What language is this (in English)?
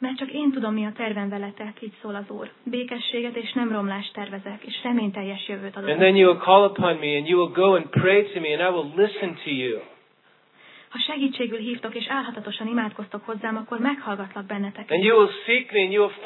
Hungarian